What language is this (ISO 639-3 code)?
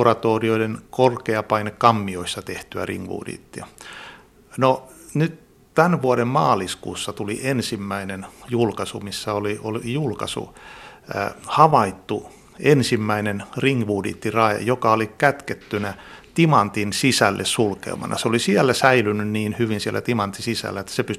fin